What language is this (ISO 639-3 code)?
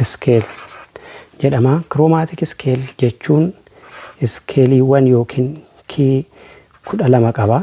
orm